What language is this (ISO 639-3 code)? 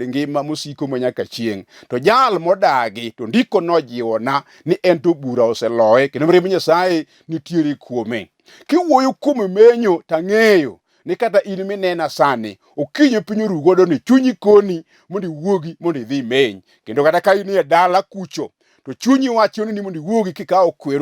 luo